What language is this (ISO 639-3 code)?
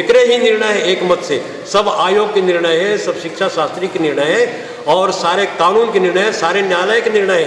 hne